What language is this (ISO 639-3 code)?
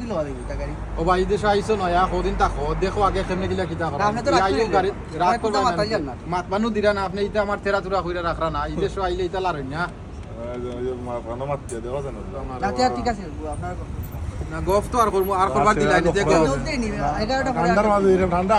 syl